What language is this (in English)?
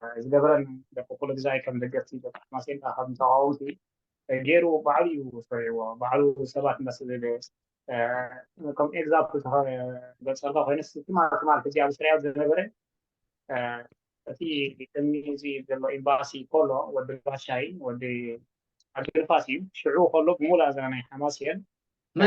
Tigrinya